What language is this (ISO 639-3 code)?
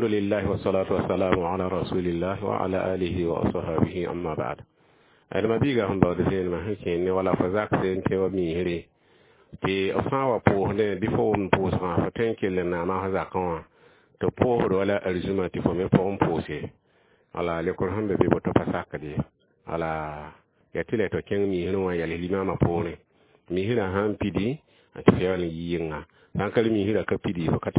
mos